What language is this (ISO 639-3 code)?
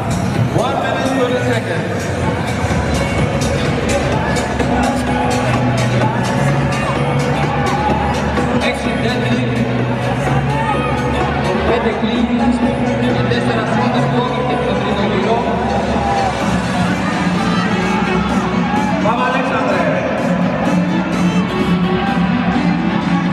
ell